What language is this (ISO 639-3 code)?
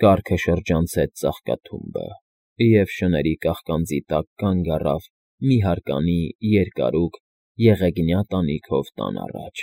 hye